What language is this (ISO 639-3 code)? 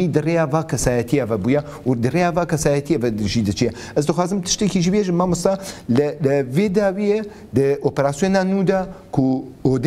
kur